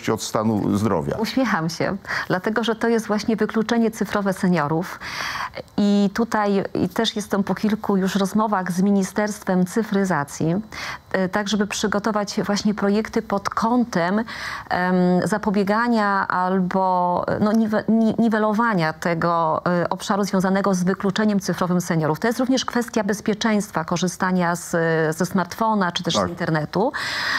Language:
Polish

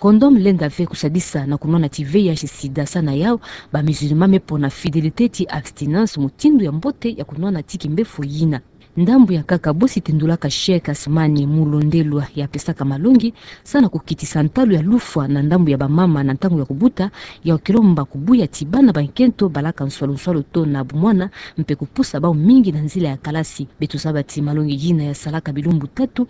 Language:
Kituba (Democratic Republic of Congo)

